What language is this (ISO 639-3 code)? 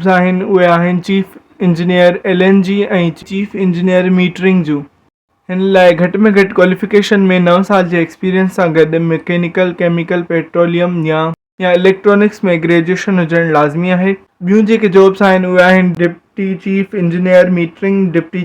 snd